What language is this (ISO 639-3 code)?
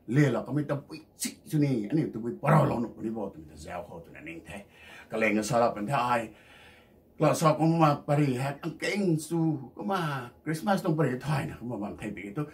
nbu